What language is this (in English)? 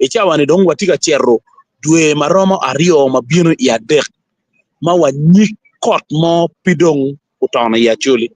Acoli